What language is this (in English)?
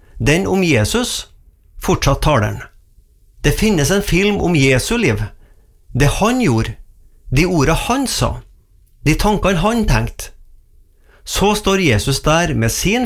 Norwegian